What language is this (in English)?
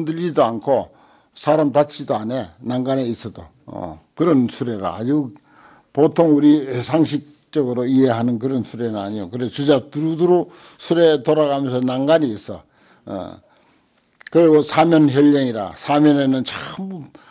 Korean